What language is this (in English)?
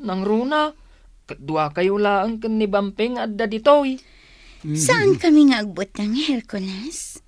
Iloko